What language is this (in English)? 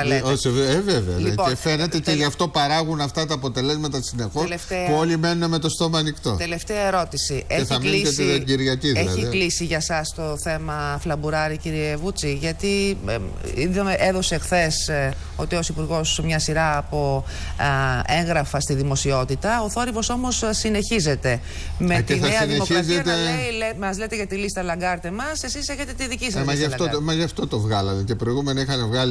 Greek